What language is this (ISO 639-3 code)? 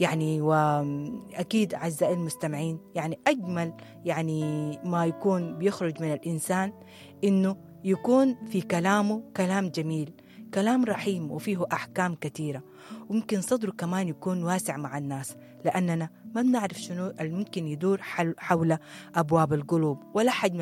apd